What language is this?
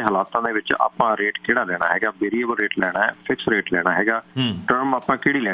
Punjabi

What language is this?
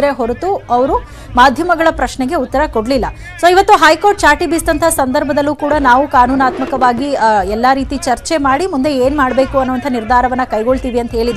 Kannada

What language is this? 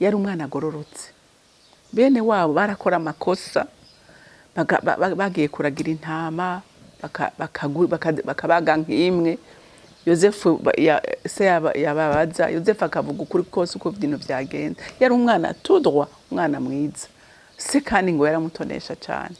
Rundi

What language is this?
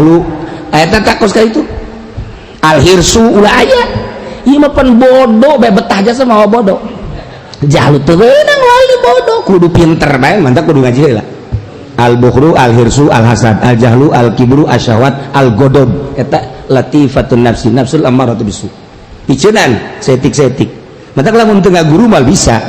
Sundanese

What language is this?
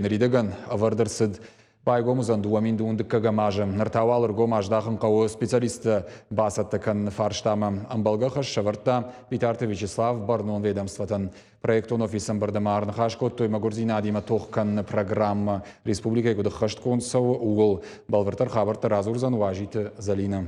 Ossetic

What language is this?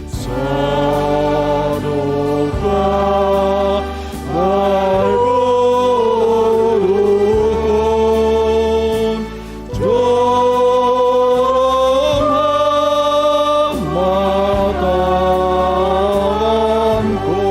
Batak Simalungun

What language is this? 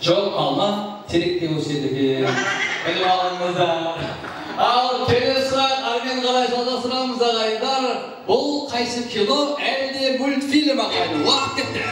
Kara-Kalpak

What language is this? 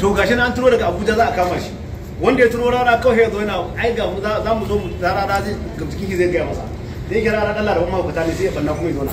Hausa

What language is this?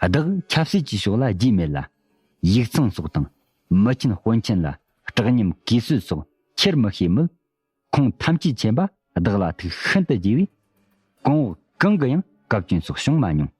Tibetan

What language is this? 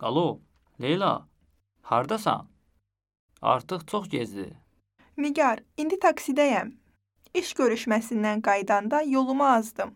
Azerbaijani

